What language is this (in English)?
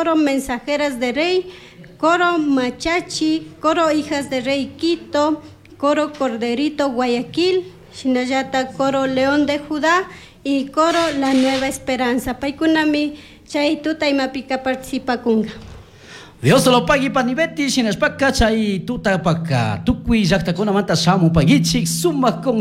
Chimborazo Highland Quichua